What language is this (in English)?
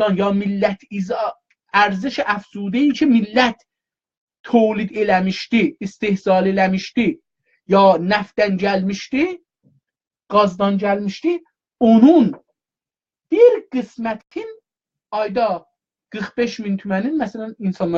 South Azerbaijani